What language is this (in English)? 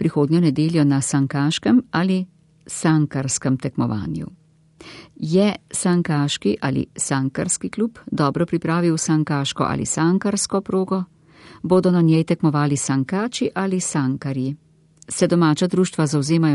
Slovenian